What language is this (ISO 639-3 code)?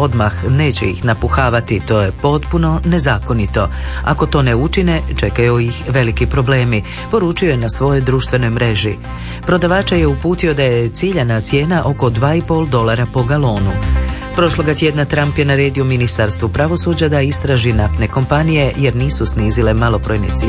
hrv